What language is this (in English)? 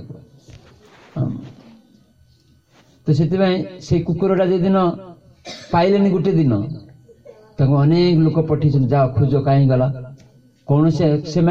Odia